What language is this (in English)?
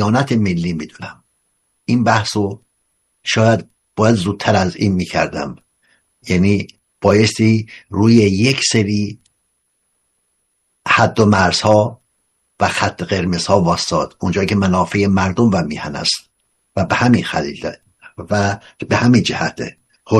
Persian